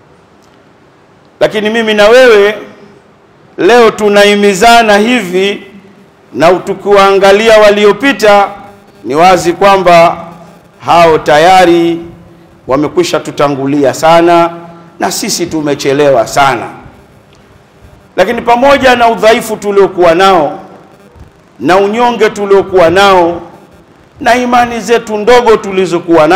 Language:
Swahili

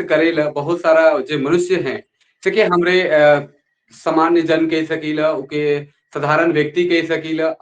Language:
Sadri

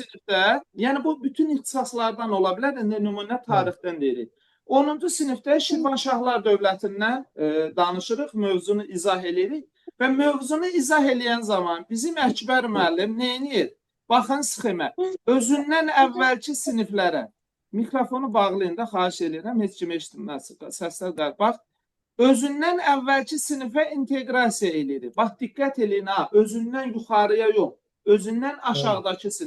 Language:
Azerbaijani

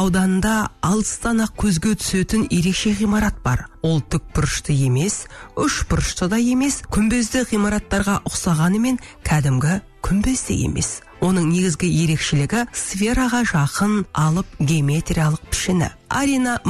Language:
Kazakh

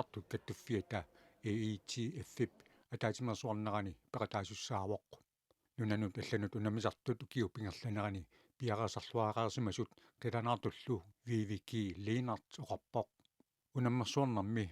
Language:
Kalaallisut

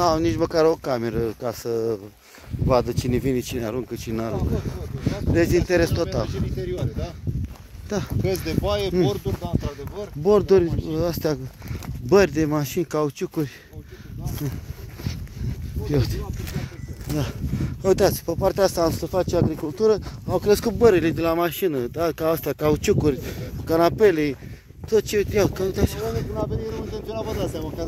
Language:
Romanian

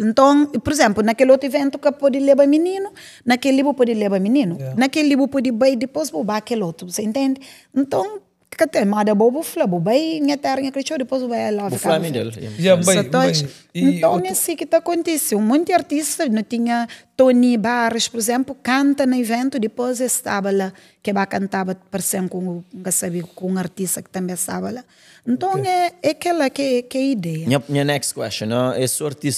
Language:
Kabuverdianu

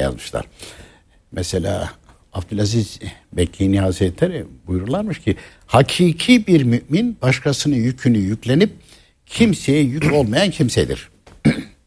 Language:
Turkish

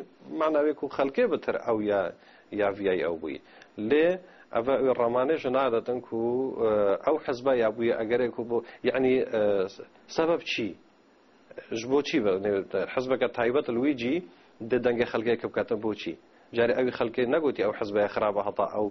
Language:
Kurdish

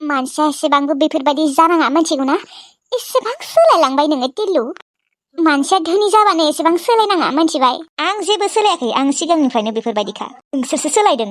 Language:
Bodo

